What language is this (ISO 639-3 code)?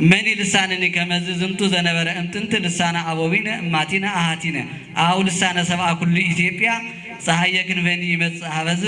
tir